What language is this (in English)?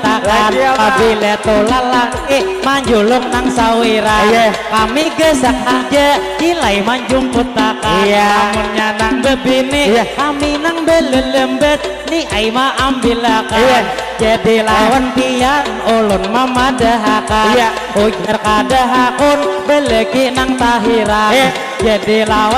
Banjar